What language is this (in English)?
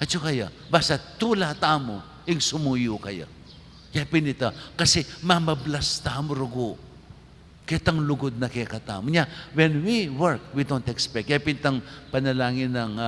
Pampanga